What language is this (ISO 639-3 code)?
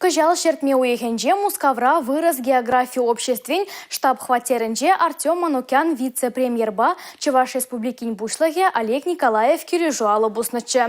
chv